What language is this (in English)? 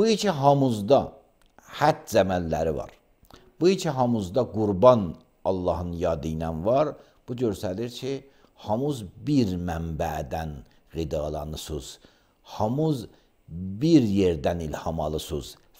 Azerbaijani